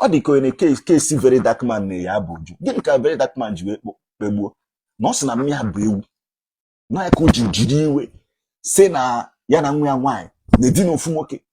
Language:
Igbo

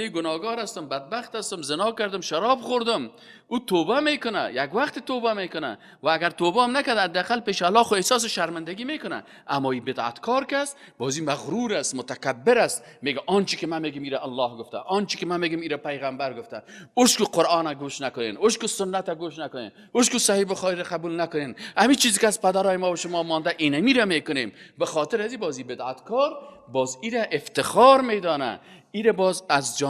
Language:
Persian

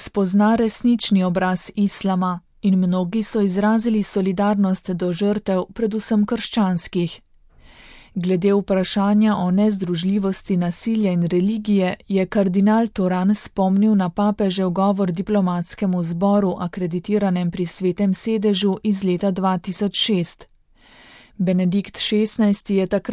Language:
Slovenian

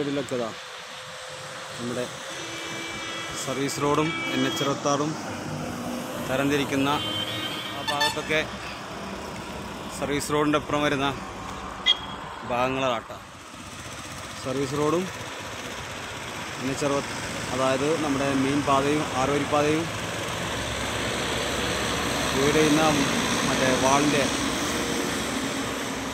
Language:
Malayalam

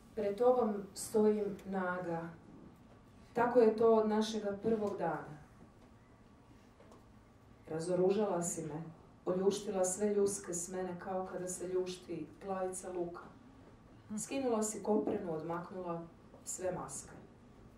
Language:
Croatian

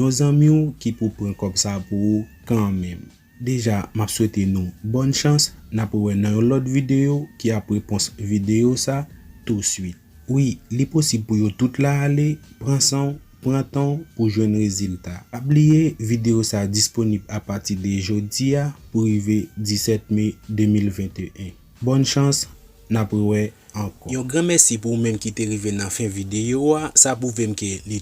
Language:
Haitian Creole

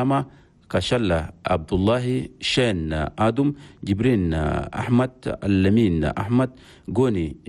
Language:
Chadian Arabic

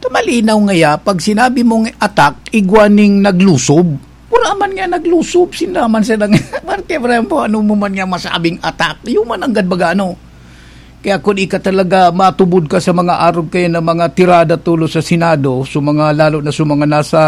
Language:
Bikol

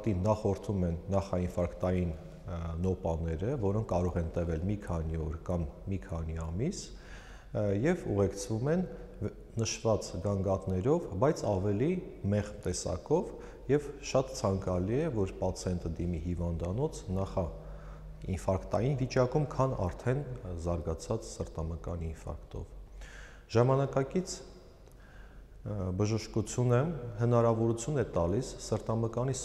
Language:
Armenian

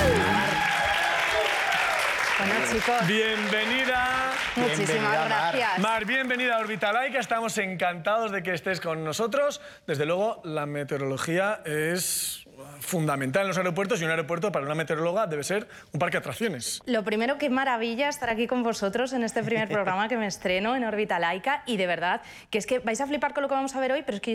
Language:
Spanish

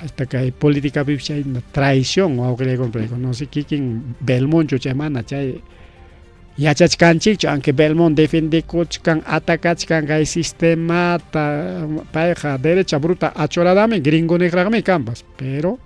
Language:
Ayacucho Quechua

